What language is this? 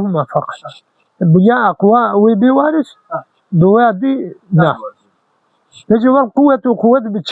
Kurdish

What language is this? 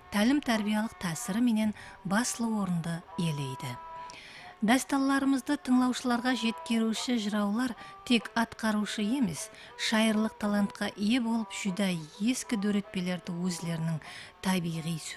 Kara-Kalpak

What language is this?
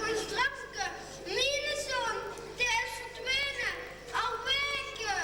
Limburgish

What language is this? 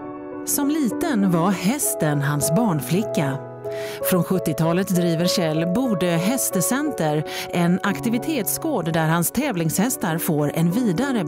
Swedish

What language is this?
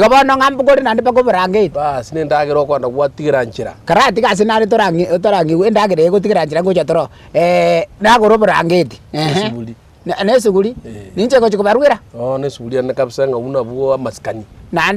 Gusii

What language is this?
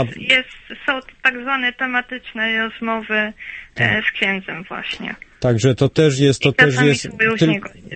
Polish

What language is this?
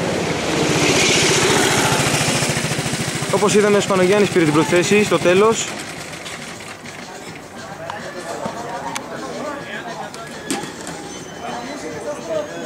Greek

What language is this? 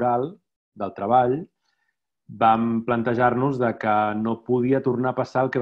Catalan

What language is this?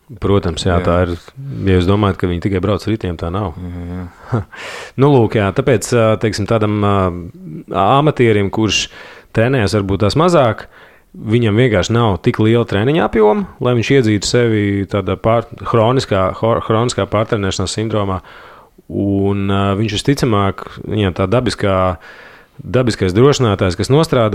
Latvian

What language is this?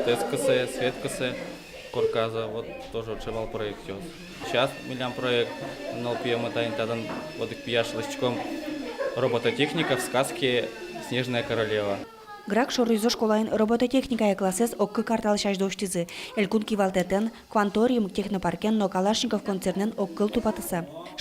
Udmurt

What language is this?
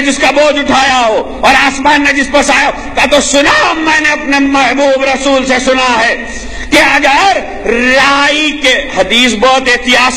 Urdu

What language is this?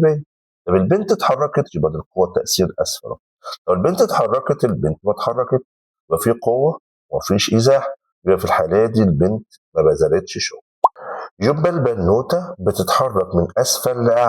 Egyptian Arabic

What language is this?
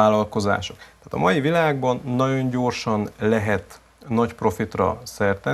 Hungarian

